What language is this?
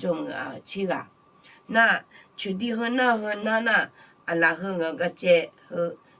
Akha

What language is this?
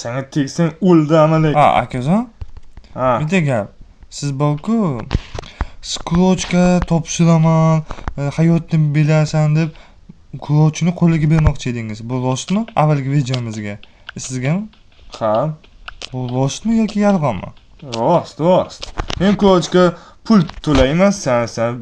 Uzbek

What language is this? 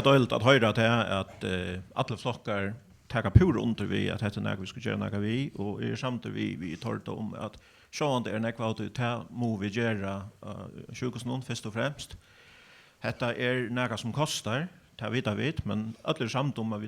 Faroese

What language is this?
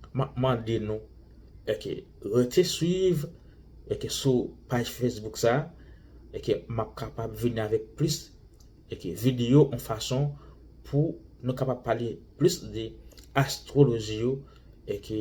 Haitian Creole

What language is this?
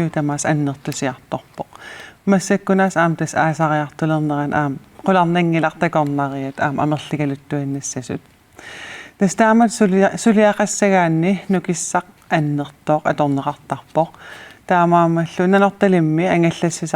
Kalaallisut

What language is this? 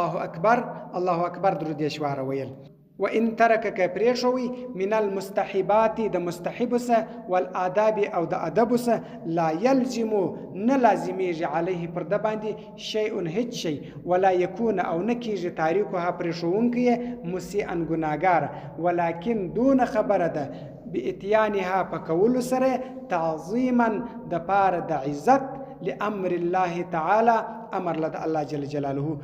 Pashto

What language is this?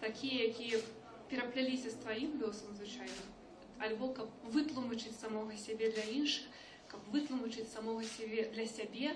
Belarusian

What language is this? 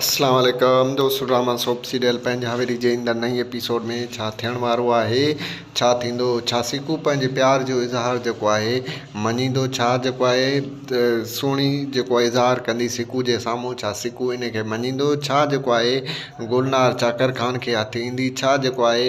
Sindhi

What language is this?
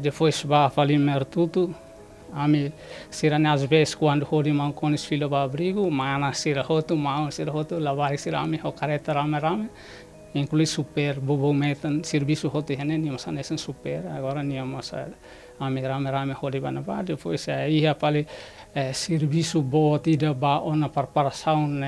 Tetum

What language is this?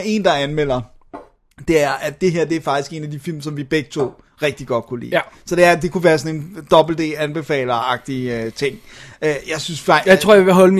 Danish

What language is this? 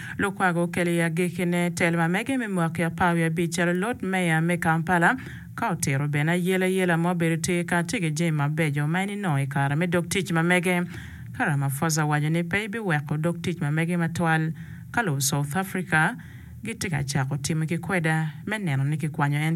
Acoli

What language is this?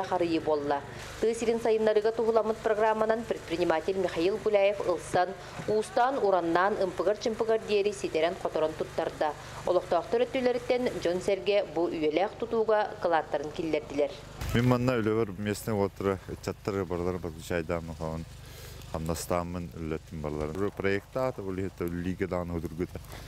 Yakut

